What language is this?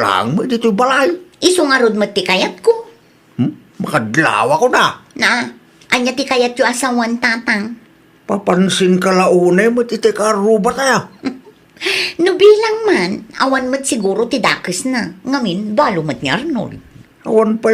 Iloko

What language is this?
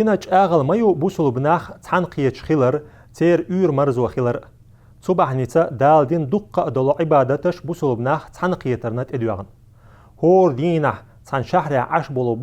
Chechen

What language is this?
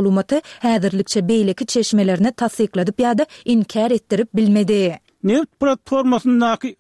Turkmen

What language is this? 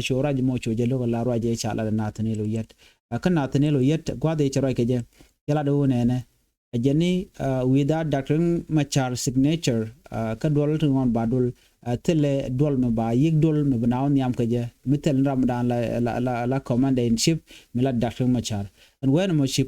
Nuer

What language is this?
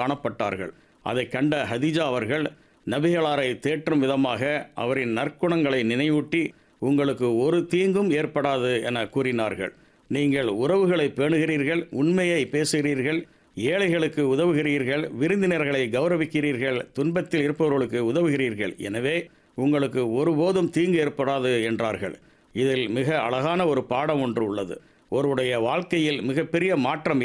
Tamil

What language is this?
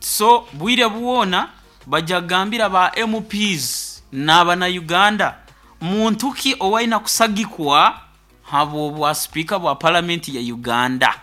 Nyoro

